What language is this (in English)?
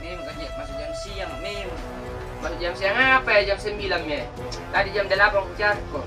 Makassar Malay